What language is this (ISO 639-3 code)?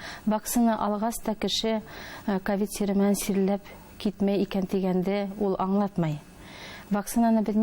bak